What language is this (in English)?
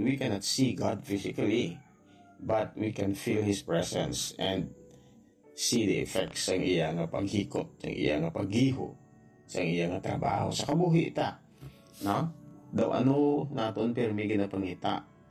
Hiligaynon